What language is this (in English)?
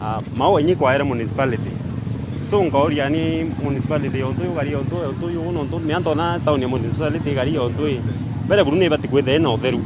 Meru